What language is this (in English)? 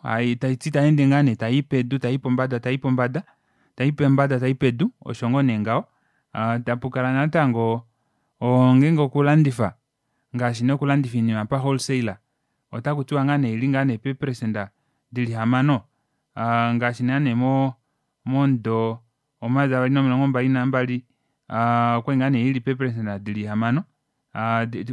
Kuanyama